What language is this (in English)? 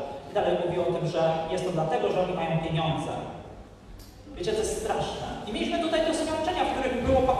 Polish